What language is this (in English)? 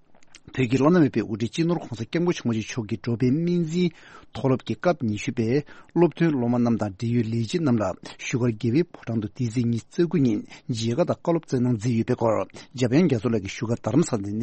Tibetan